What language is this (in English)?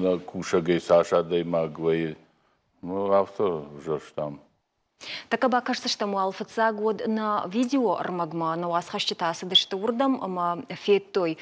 Ossetic